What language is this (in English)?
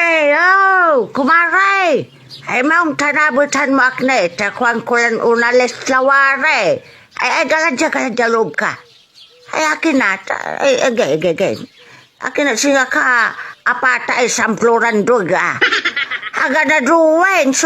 Pangasinan